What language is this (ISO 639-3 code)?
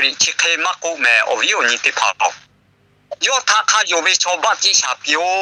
lhu